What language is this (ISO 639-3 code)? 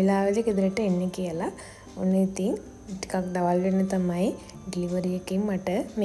sin